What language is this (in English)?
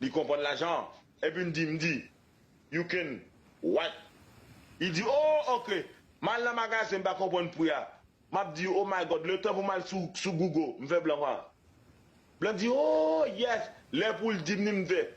Haitian Creole